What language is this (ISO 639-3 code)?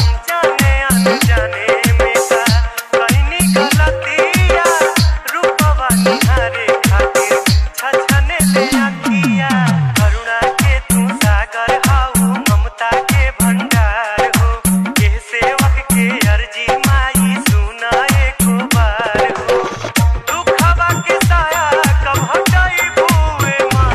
bho